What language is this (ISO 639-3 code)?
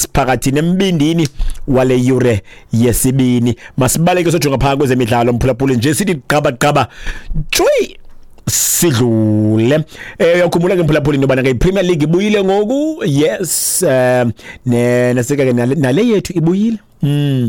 xho